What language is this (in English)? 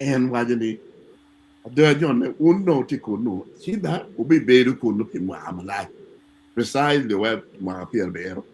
Acoli